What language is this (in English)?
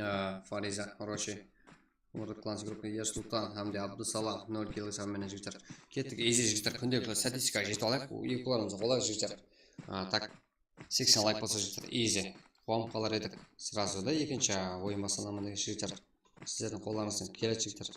Kara-Kalpak